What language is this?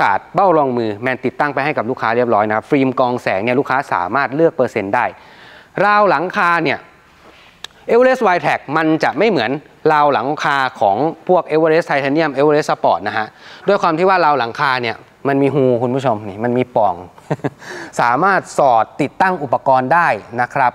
Thai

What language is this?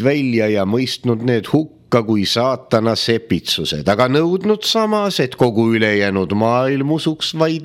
Estonian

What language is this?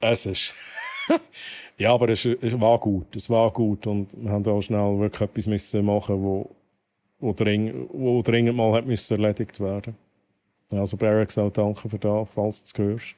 Swiss German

